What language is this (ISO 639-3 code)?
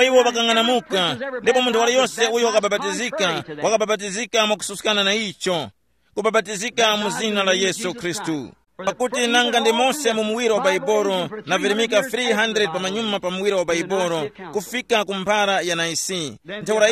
tum